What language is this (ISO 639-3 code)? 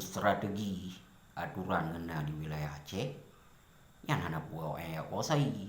ace